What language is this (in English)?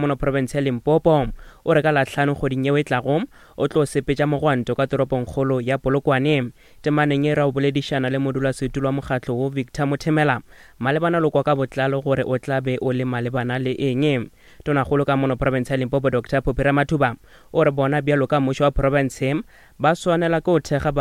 Northern Sotho